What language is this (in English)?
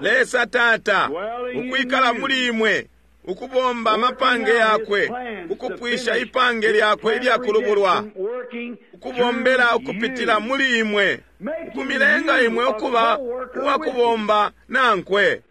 Bemba